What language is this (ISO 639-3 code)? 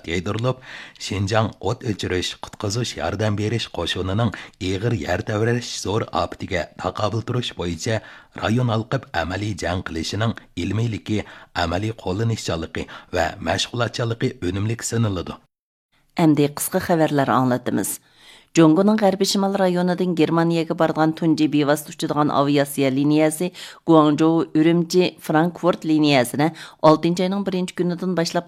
uig